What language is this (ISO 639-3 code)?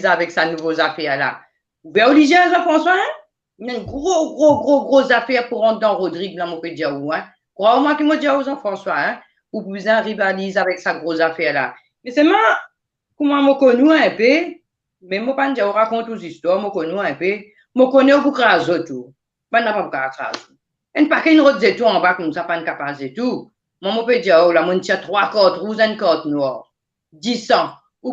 mfe